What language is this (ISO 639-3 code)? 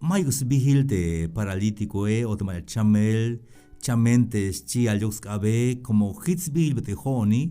tzh